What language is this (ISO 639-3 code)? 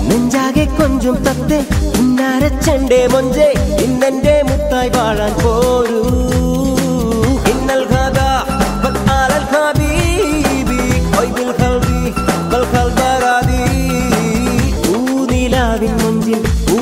mal